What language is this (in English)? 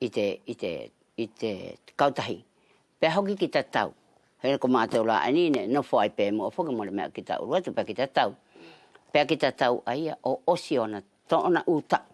Wallisian